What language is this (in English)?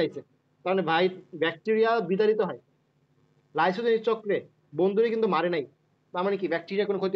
Bangla